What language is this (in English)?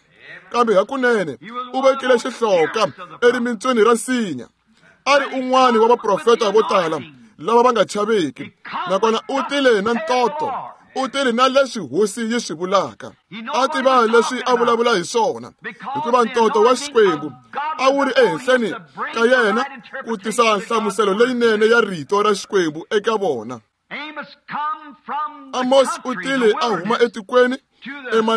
Tsonga